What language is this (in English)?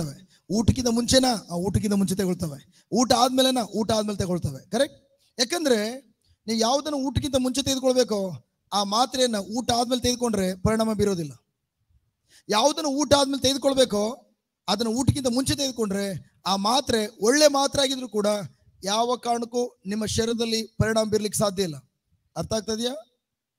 Kannada